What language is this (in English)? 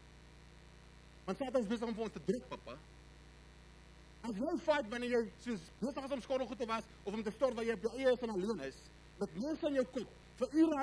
Afrikaans